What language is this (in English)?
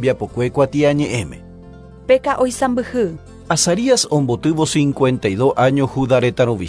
Guarani